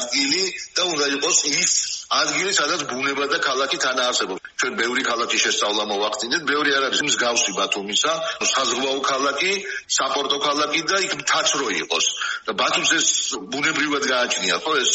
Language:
Georgian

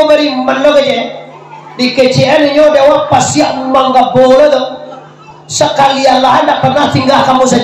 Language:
Minangkabau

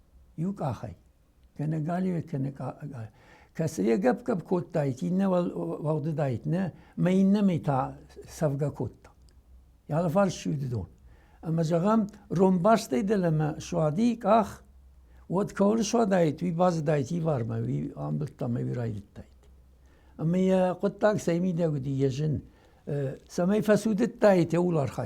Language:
Ossetic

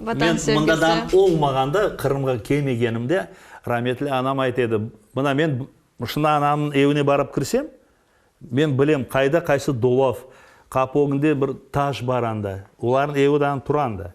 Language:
Crimean Tatar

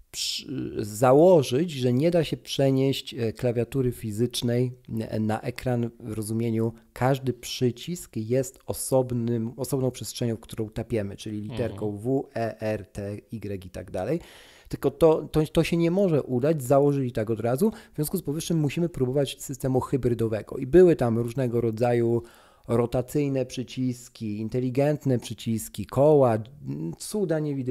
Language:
Polish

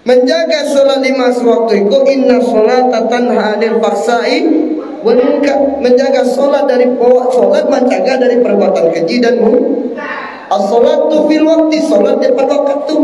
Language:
Minangkabau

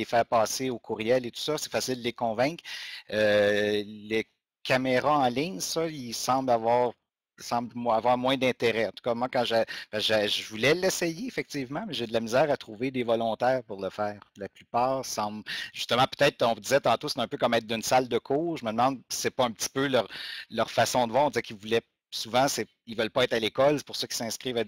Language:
French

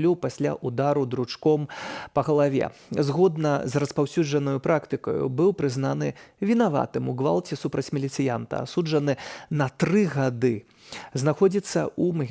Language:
Belarusian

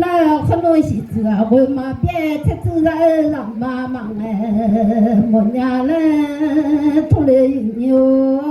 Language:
Akha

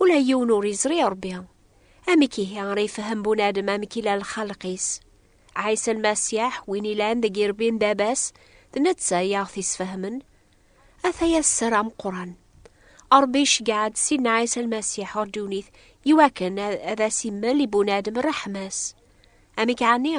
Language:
Kabyle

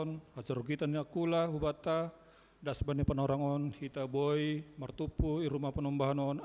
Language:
Batak Simalungun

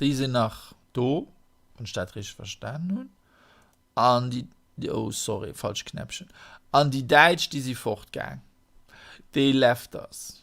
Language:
Luxembourgish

